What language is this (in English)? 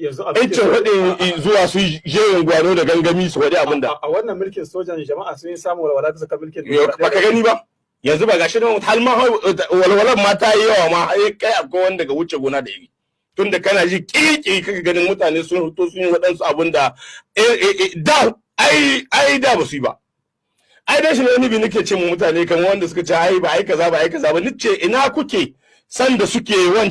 Hausa